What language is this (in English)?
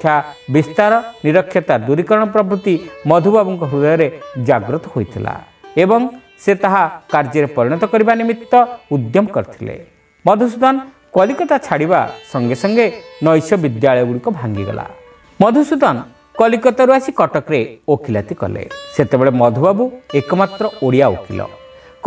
Odia